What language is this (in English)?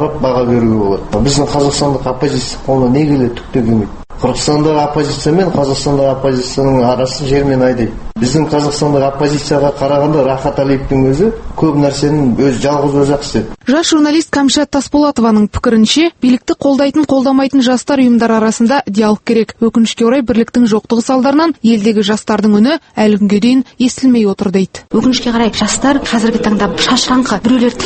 Kazakh